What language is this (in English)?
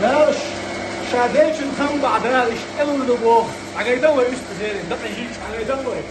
Chechen